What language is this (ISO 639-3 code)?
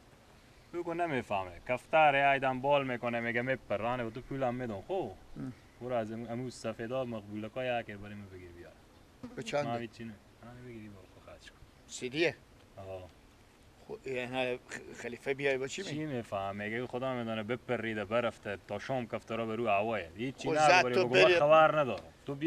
fas